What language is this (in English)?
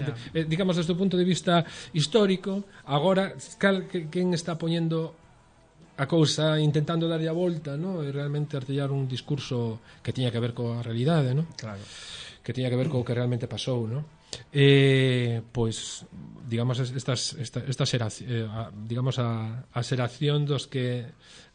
Galician